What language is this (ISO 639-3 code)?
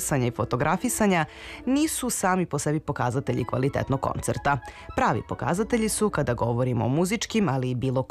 srp